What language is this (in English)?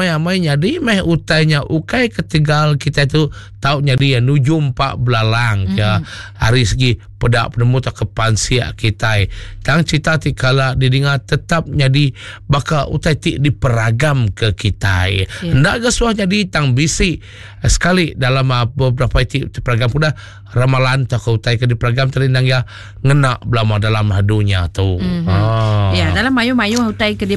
Iban